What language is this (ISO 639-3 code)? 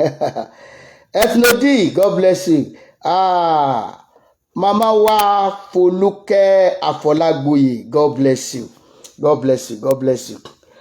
yor